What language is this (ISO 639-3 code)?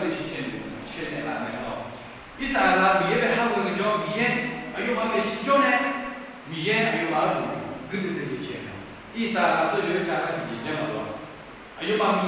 ahk